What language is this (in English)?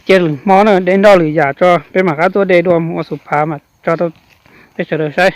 Hmong